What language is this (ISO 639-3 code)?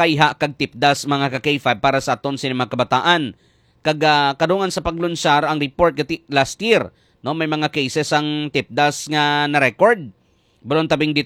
hil